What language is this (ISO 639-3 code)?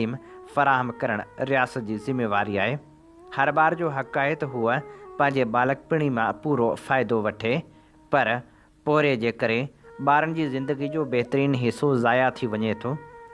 snd